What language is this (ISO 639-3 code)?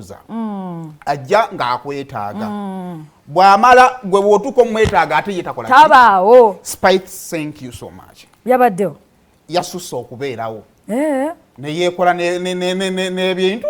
lug